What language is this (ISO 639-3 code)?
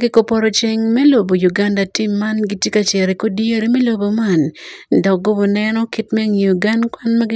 ach